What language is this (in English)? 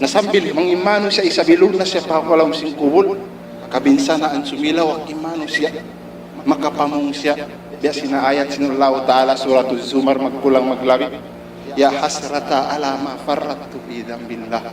Tausug